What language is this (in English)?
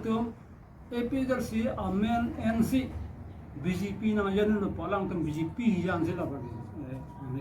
Karbi